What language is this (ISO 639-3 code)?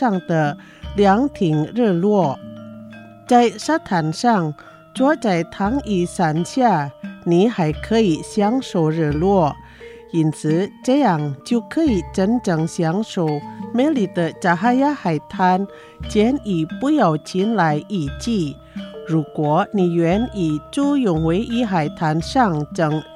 zho